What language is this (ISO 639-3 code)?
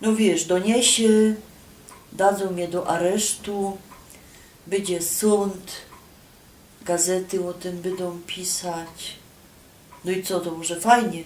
szl